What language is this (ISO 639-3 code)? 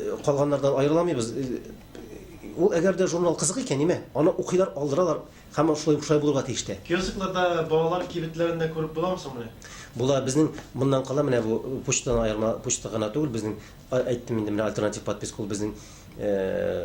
tat